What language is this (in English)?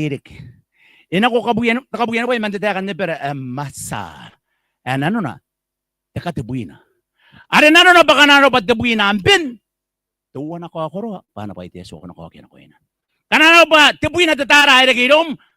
Gilbertese